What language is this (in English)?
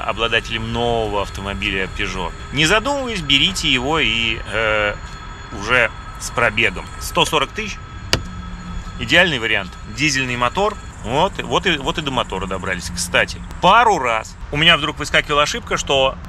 Russian